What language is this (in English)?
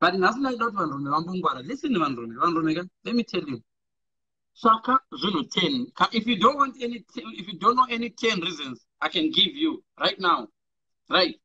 Shona